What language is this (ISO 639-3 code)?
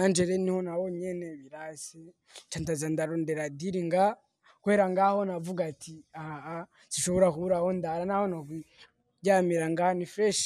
run